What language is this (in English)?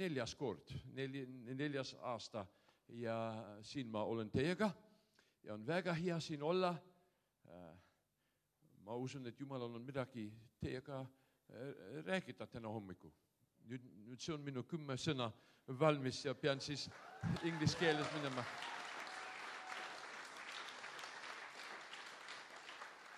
Estonian